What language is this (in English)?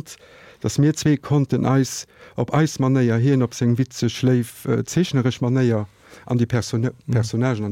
Luxembourgish